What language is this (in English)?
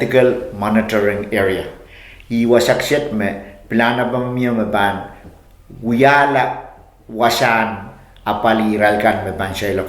Pohnpeian